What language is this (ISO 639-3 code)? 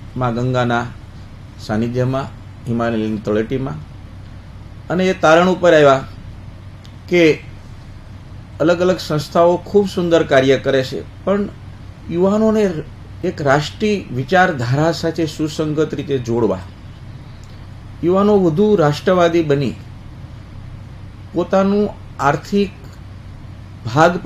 guj